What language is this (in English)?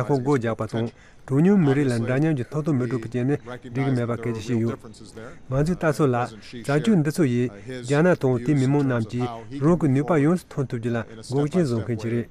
Tibetan